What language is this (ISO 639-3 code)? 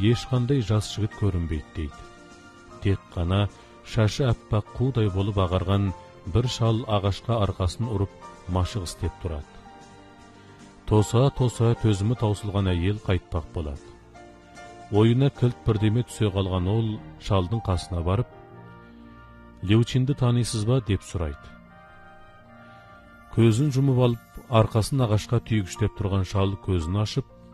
kaz